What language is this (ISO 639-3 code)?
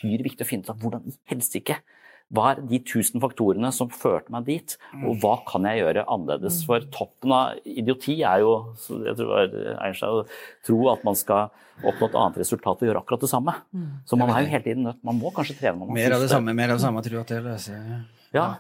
nor